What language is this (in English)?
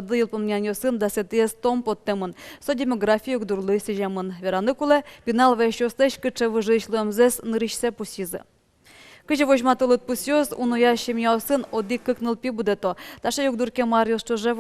Udmurt